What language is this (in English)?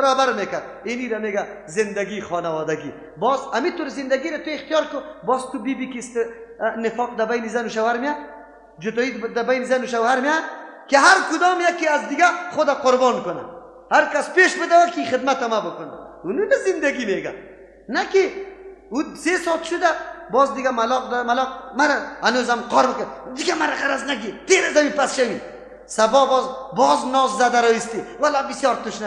Persian